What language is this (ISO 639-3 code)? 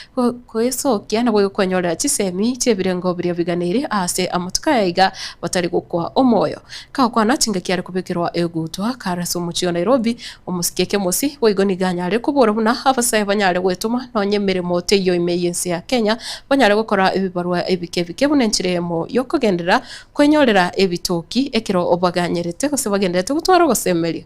guz